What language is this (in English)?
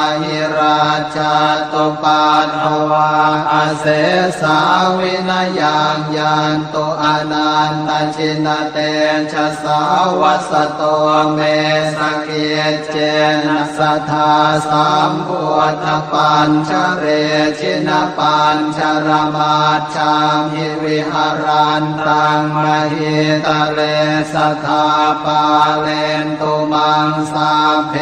Pali